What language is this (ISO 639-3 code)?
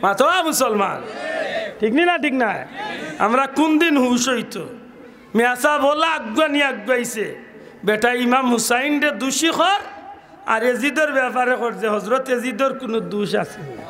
syl